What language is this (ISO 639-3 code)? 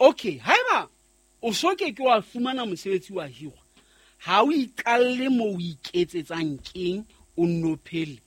sot